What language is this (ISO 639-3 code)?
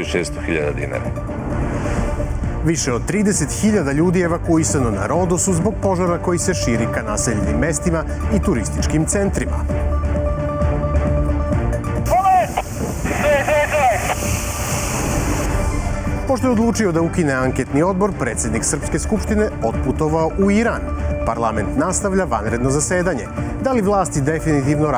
srp